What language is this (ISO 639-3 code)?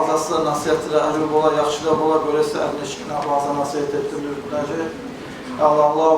kum